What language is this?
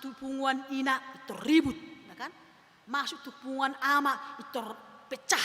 Batak Toba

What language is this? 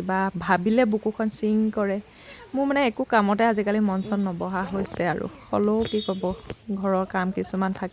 Assamese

